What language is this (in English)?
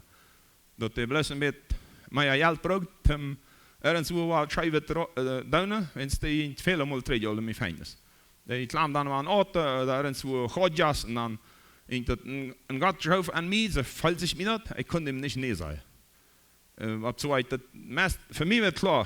Plautdietsch